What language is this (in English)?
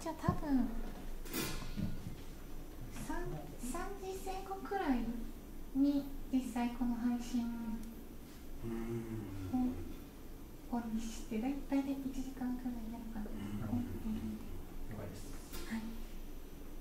Japanese